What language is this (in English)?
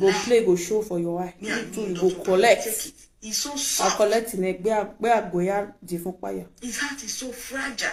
Nigerian Pidgin